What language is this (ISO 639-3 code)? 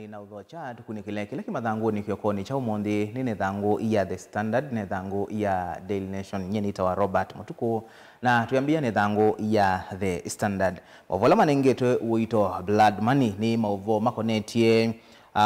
kam